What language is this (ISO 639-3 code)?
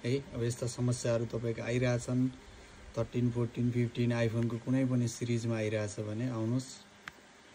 nep